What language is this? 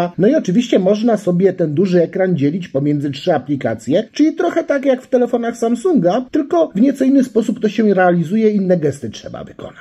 Polish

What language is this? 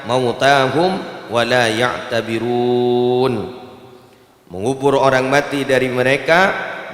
Madurese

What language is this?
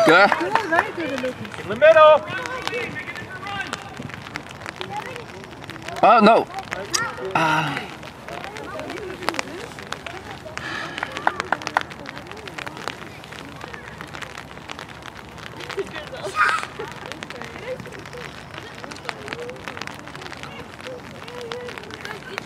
English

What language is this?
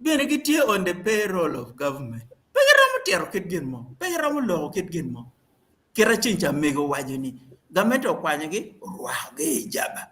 Acoli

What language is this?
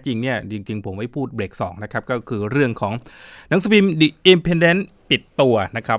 Thai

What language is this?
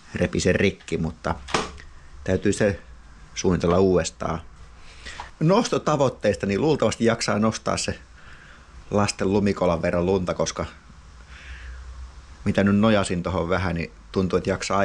Finnish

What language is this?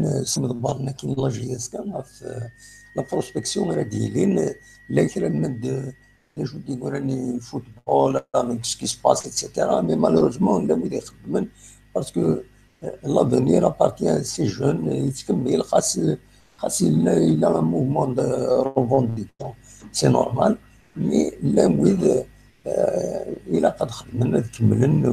Kabyle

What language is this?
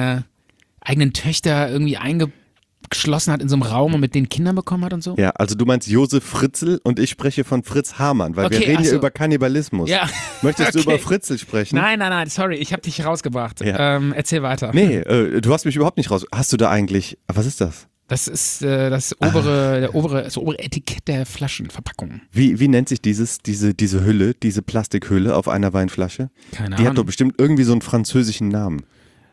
German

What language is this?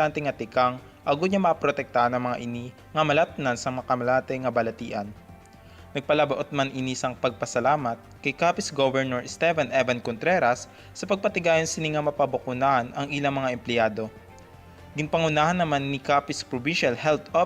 Hiligaynon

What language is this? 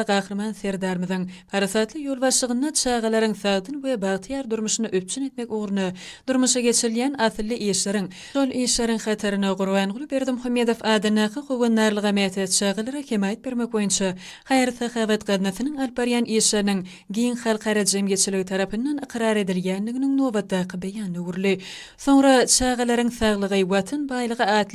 Turkmen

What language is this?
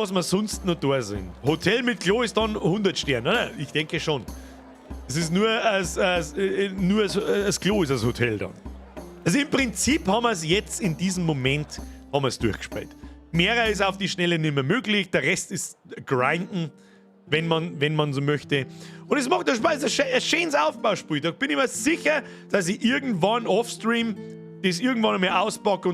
Bavarian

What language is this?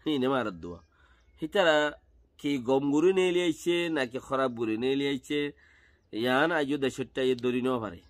Rohingya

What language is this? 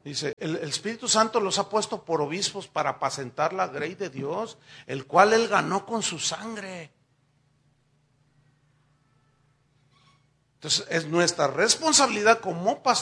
Spanish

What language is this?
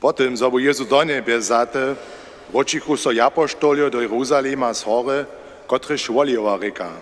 Upper Sorbian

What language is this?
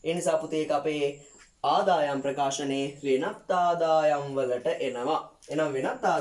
Sinhala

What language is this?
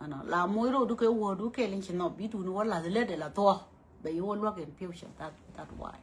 Nuer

